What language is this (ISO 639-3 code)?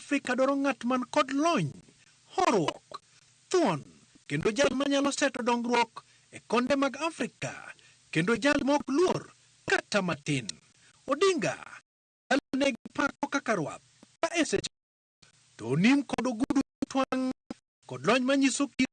luo